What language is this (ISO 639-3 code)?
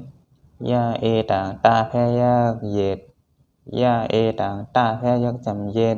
shn